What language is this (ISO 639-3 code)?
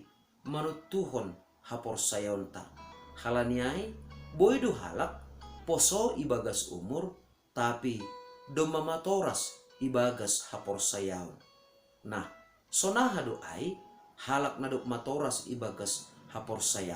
bts